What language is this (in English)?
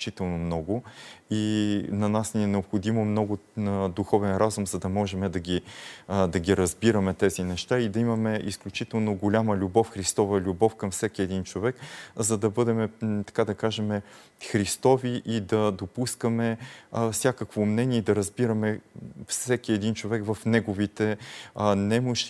Bulgarian